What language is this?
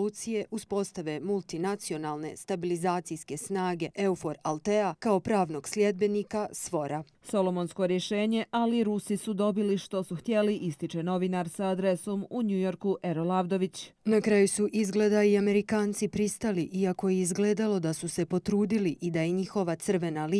Bosnian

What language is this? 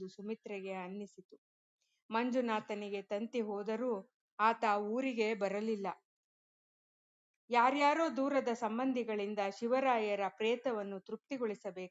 Kannada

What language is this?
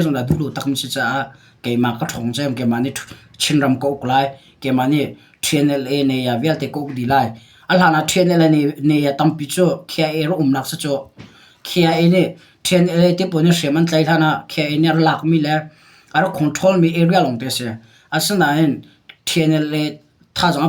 Hakha Chin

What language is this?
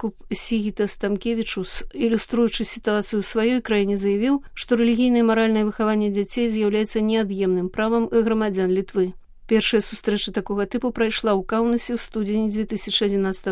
Belarusian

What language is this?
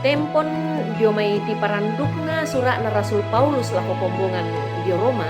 Toraja-Sa'dan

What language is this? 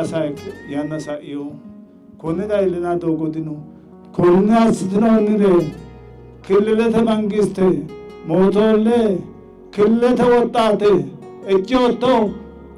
Sidamo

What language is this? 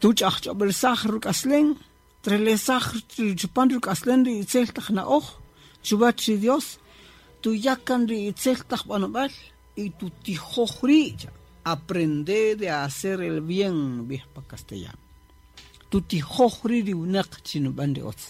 Kaqchikel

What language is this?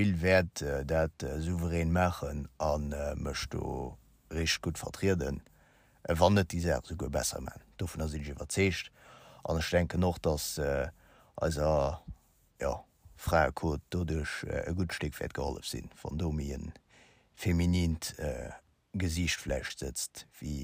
Luxembourgish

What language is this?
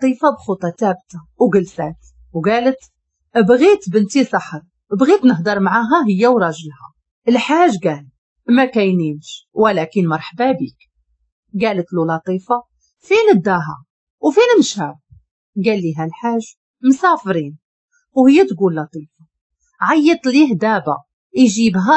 Moroccan Arabic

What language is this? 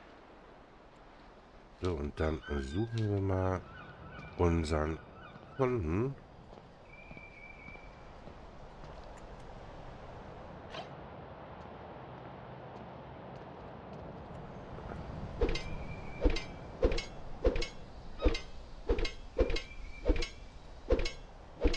German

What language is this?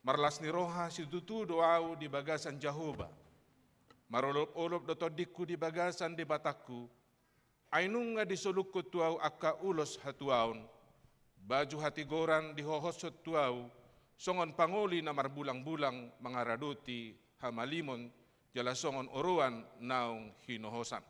Batak Toba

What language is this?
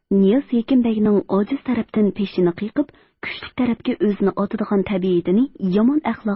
Uyghur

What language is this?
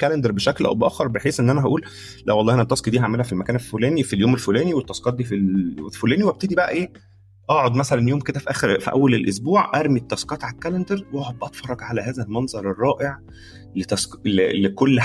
Egyptian Arabic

